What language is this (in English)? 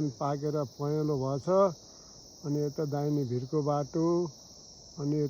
Nepali